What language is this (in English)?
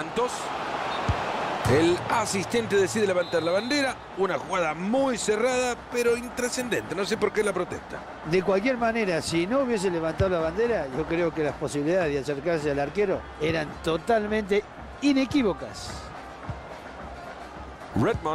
Spanish